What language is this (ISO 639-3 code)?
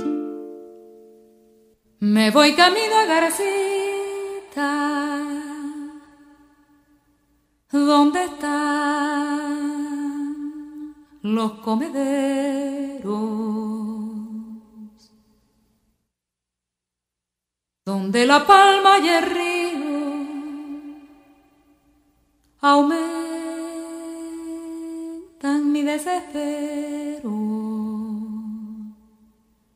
spa